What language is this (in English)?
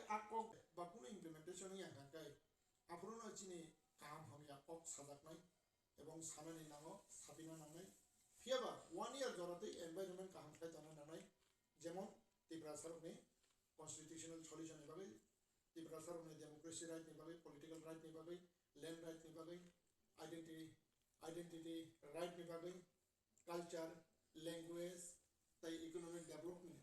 Kok Borok